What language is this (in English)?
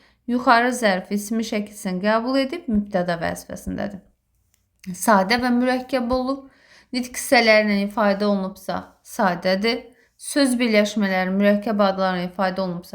Azerbaijani